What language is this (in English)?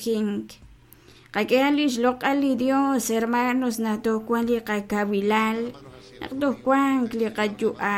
Kekchí